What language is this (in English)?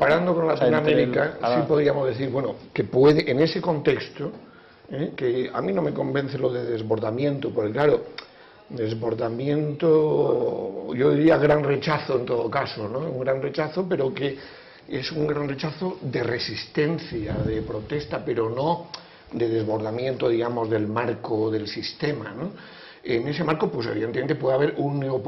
Spanish